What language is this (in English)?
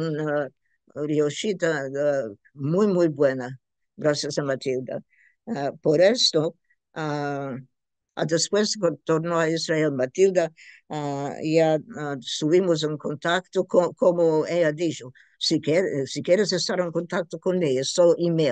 Ladino